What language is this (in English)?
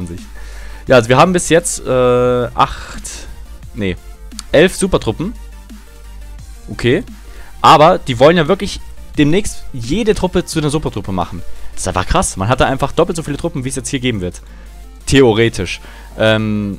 German